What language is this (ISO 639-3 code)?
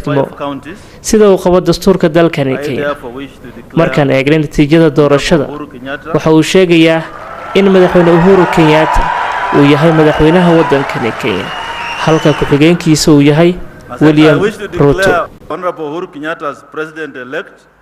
som